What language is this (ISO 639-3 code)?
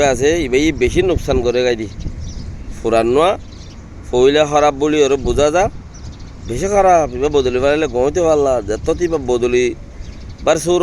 rhg